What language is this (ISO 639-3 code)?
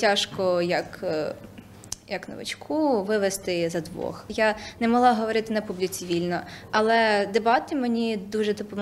ukr